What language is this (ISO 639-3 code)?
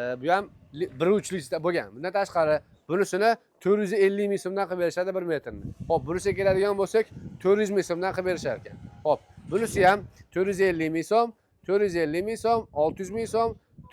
uzb